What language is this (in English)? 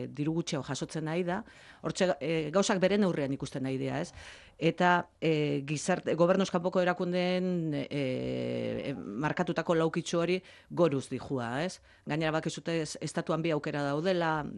Basque